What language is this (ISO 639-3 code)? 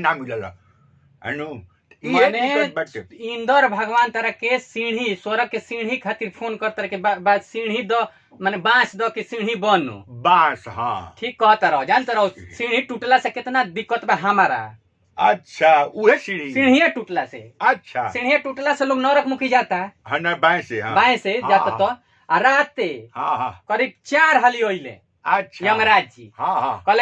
bho